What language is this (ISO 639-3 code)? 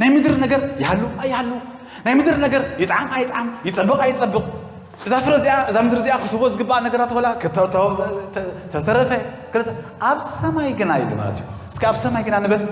tir